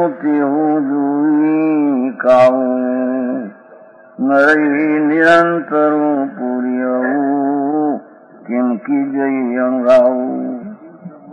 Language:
Gujarati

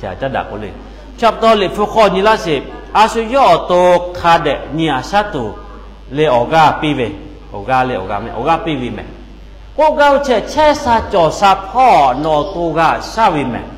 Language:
Lahu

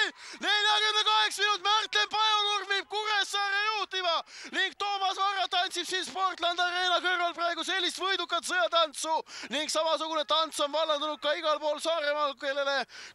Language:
Estonian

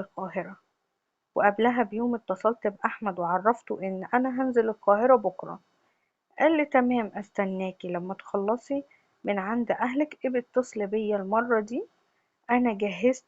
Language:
Egyptian Arabic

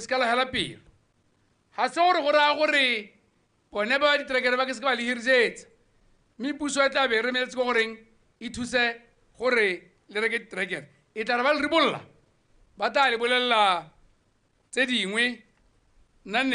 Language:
Tswana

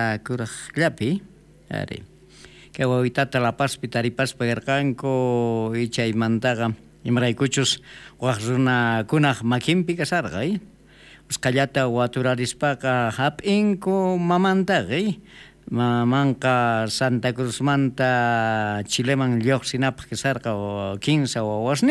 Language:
South Bolivian Quechua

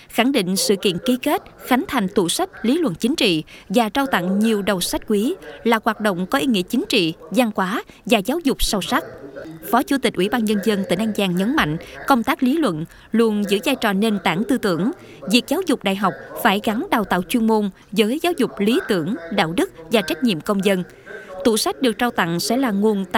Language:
Vietnamese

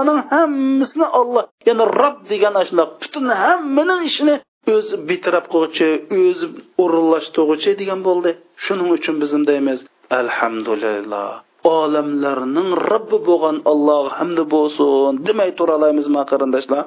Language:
Uyghur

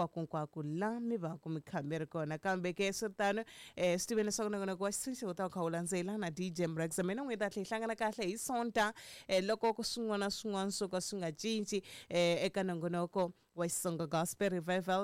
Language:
Tsonga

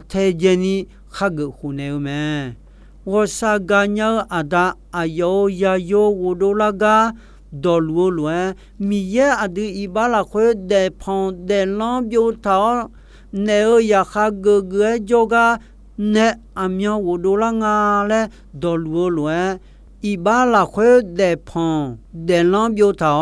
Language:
Akha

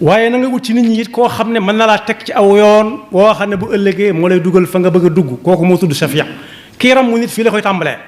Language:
Wolof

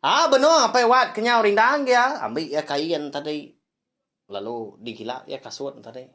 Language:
Iban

